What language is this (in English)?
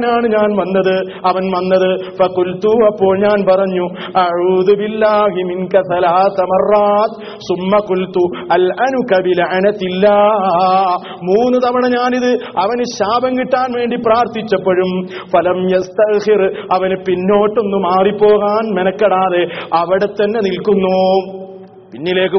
Malayalam